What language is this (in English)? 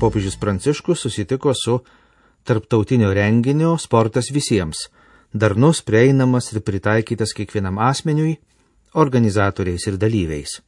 Lithuanian